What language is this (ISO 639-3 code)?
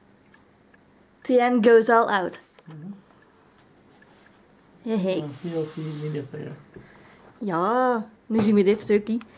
nld